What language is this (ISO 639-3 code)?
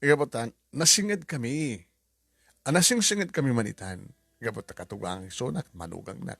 ilo